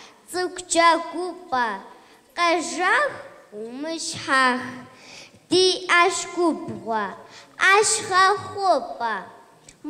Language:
Kabardian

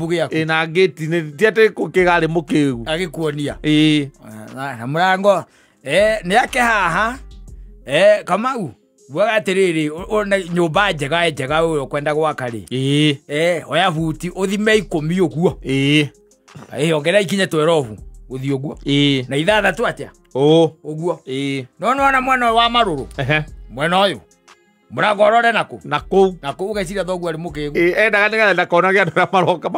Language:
Kikuyu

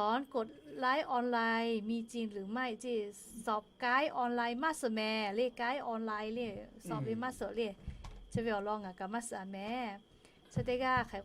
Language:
Lahu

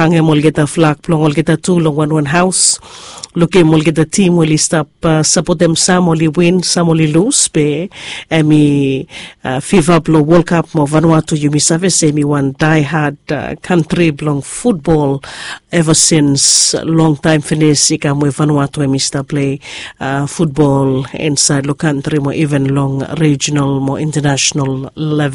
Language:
Bislama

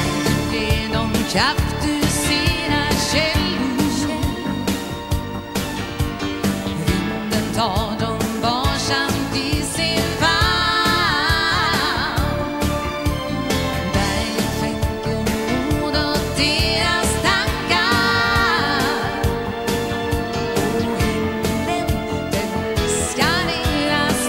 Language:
Swedish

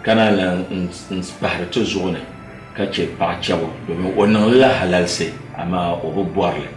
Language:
Dagbani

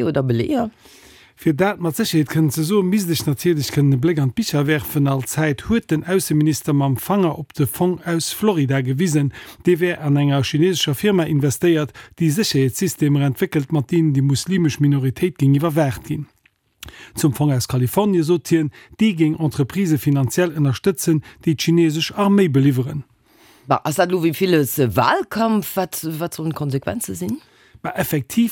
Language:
Luxembourgish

